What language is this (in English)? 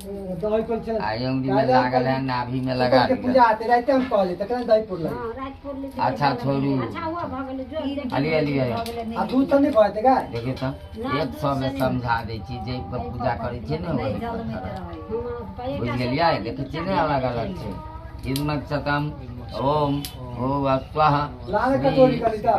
Maithili